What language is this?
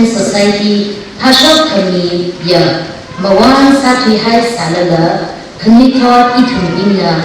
Tangkhul Naga (India)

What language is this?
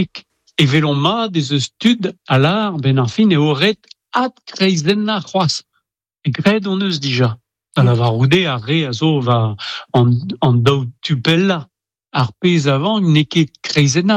Breton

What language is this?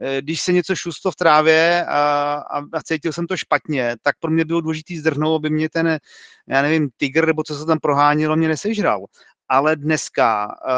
Czech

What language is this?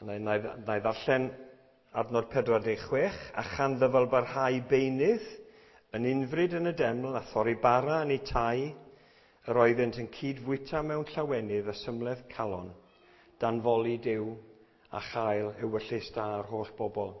Welsh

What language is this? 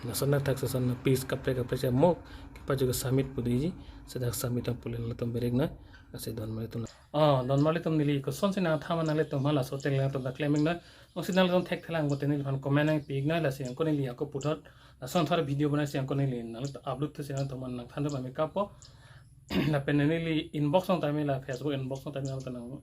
Karbi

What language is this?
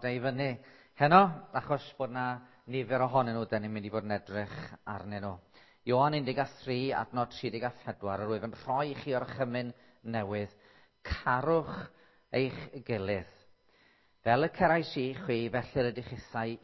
Welsh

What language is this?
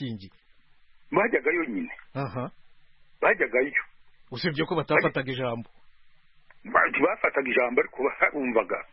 Kinyarwanda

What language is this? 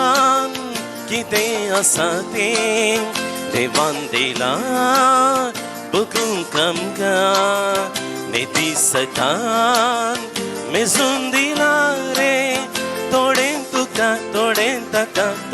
Konkani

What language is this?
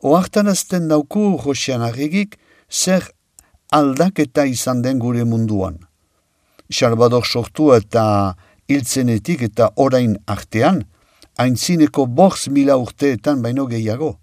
Basque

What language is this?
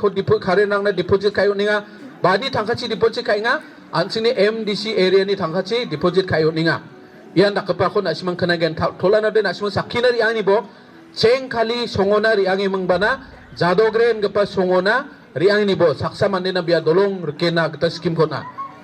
Garo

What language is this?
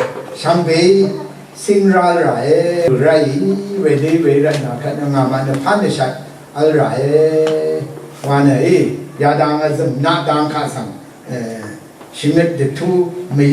Rawang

